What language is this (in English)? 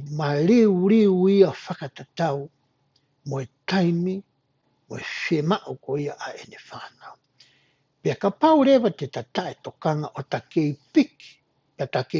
Tongan